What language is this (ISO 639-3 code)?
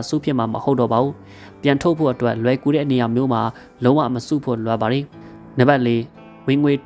mya